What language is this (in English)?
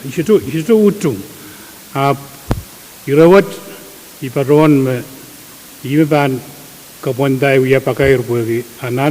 Pohnpeian